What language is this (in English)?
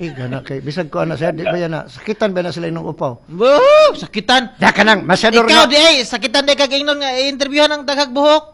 Cebuano